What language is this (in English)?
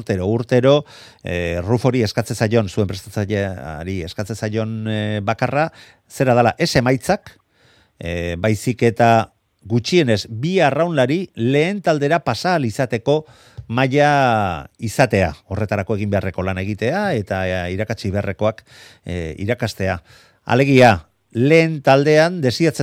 Basque